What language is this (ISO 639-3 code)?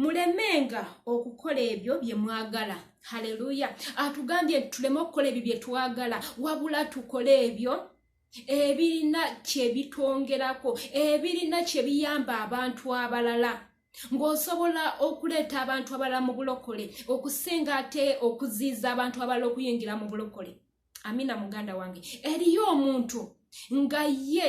lug